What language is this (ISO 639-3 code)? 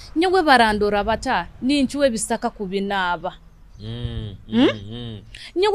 nyo